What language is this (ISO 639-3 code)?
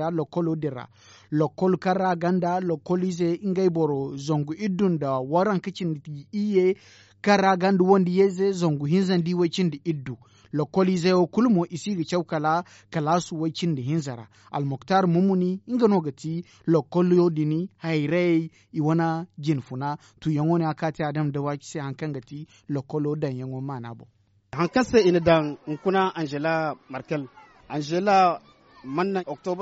dje